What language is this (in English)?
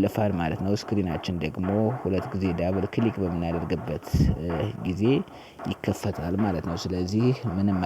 Amharic